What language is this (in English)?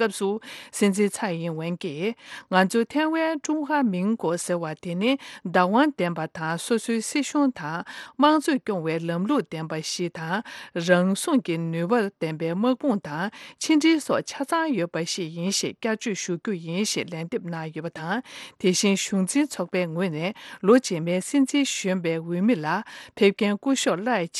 Tibetan